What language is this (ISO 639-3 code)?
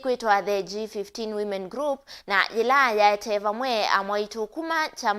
kam